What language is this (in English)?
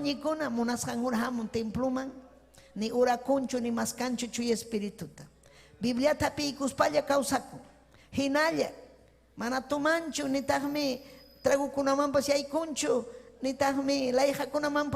Ayacucho Quechua